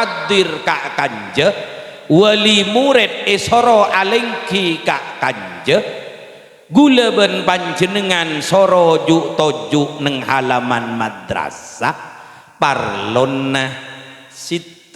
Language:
Madurese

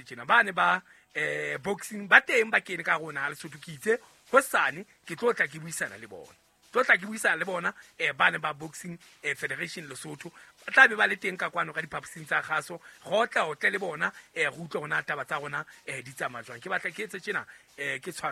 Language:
Southern Sotho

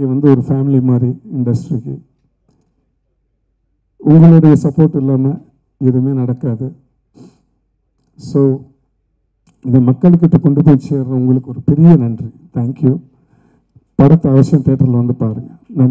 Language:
Tamil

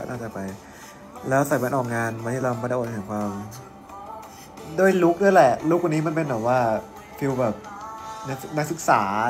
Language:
Thai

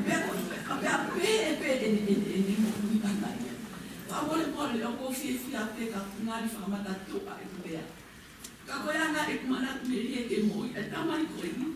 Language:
Tongan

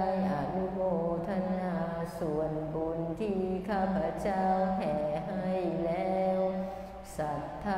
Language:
Thai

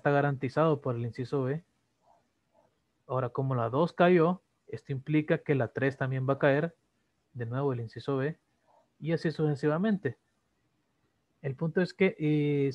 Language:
Spanish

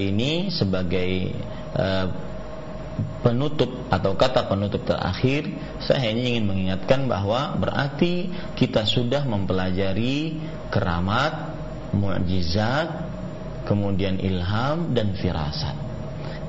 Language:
Indonesian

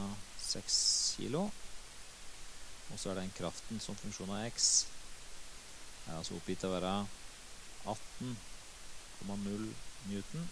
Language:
Norwegian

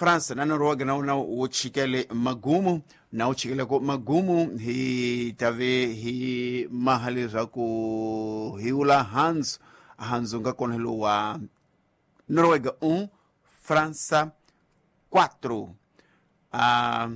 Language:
Tsonga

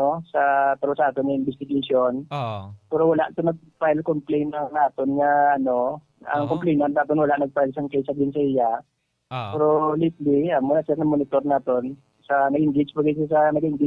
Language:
Hiligaynon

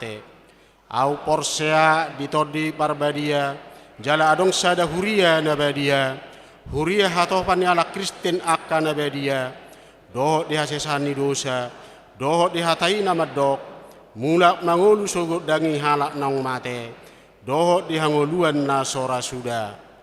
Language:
Batak Toba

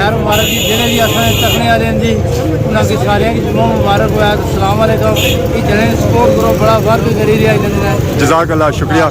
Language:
Pahari-Potwari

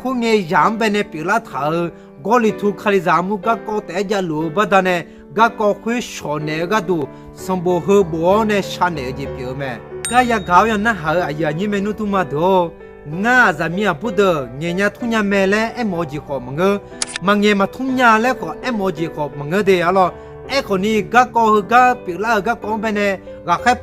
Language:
Akha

